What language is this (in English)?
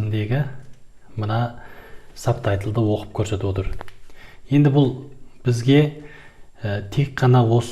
Kazakh